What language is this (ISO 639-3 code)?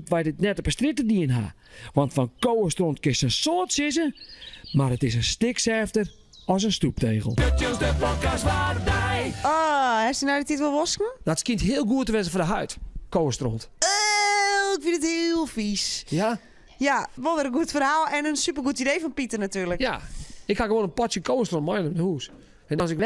fry